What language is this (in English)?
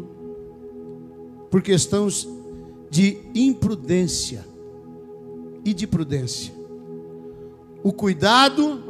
Portuguese